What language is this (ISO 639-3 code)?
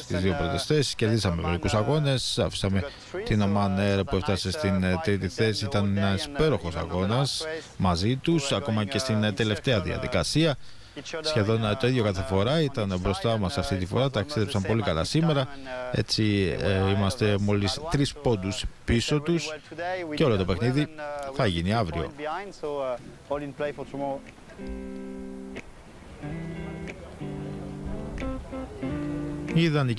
ell